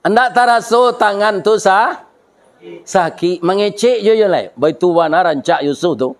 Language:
Minangkabau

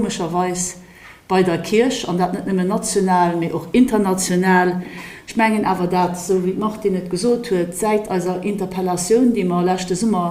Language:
Luxembourgish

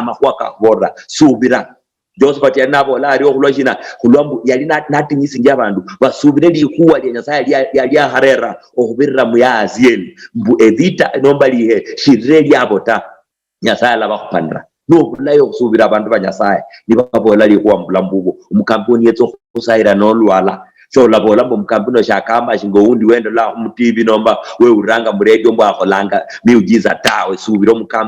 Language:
Luyia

